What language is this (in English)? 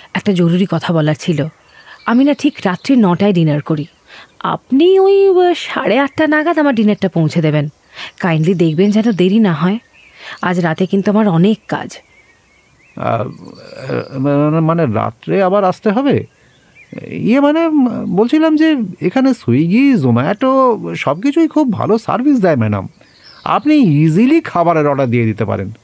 Bangla